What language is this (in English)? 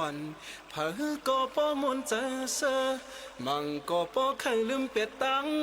Shan